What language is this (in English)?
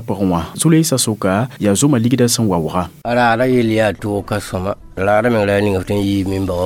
Mossi